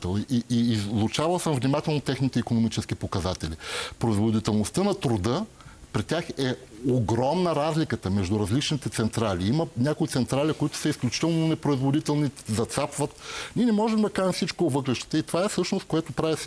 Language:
Bulgarian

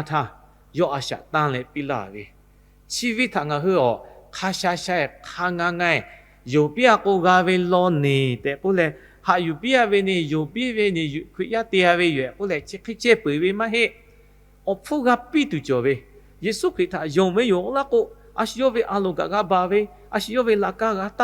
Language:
Lahu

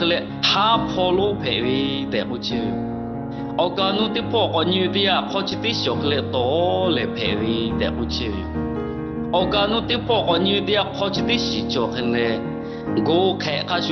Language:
Lahu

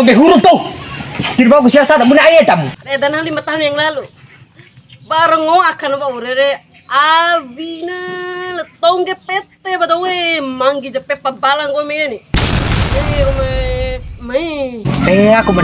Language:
Bima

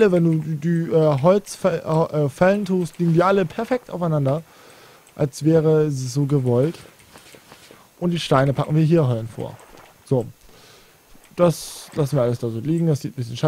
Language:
German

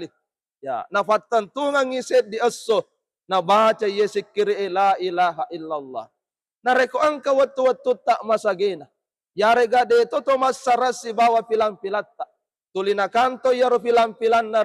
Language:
Buginese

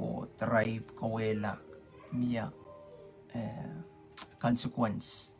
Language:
Pohnpeian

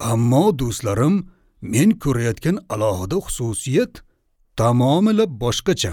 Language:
Uzbek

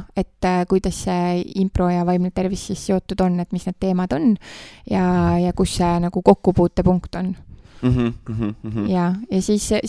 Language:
Estonian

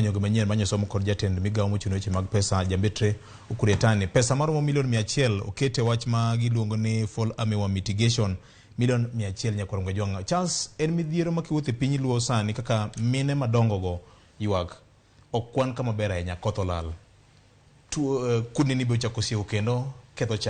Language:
Luo (Kenya and Tanzania)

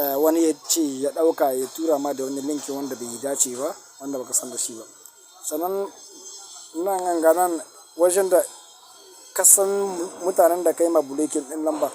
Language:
Hausa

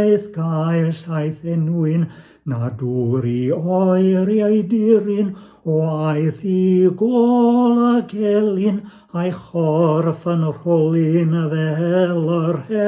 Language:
Welsh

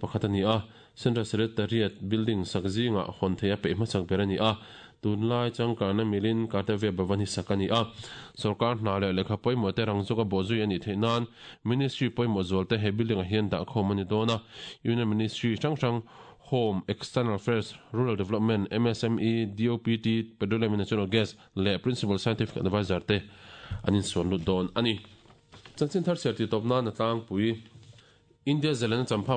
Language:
Mizo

